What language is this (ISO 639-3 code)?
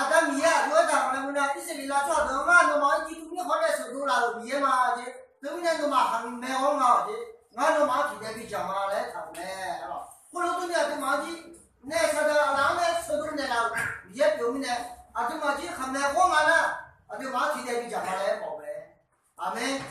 ahk